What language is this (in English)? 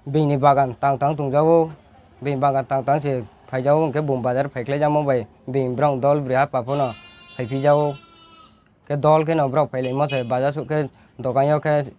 Riang (India)